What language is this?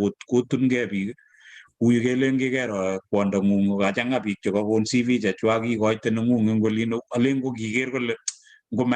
Kalenjin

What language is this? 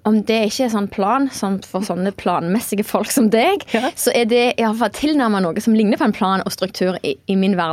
Norwegian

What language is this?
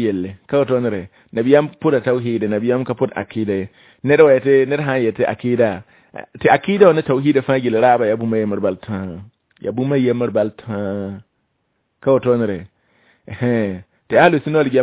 Mossi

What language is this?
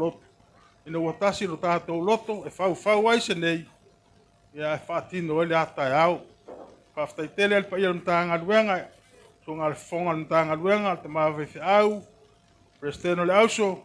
Samoan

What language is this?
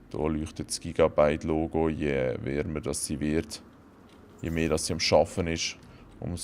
Swiss German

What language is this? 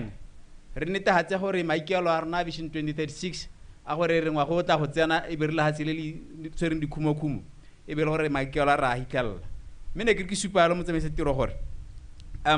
Tswana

